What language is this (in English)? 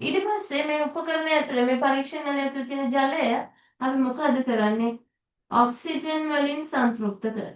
Sinhala